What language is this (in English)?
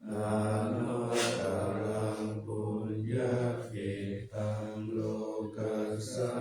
Pali